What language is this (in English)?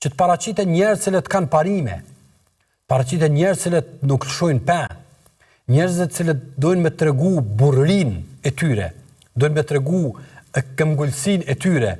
Albanian